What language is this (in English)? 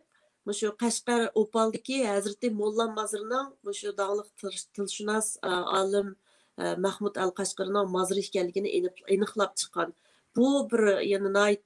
Uyghur